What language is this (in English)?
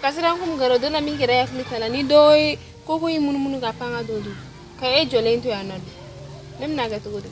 Bambara